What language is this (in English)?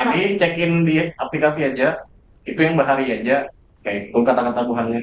Banjar